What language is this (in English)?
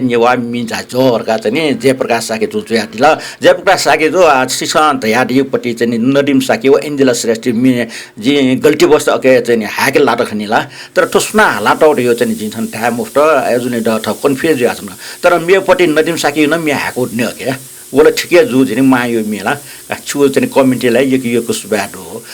Newari